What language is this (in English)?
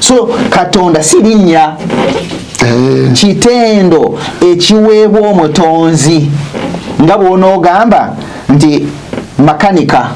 Ganda